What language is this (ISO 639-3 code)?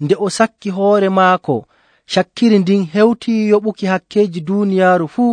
fuv